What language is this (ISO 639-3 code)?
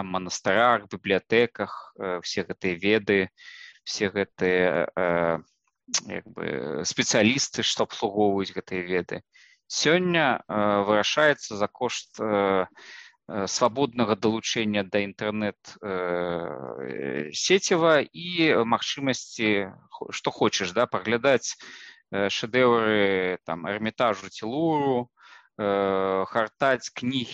bel